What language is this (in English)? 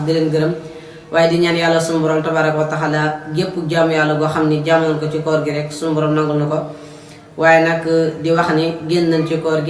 Wolof